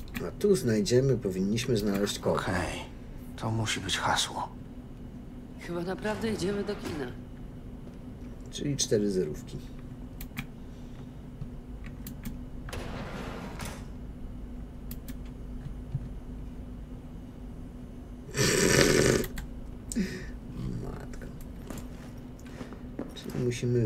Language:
Polish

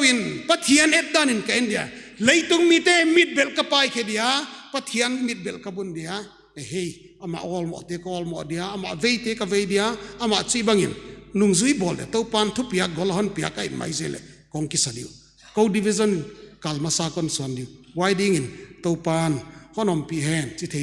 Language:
Paite Chin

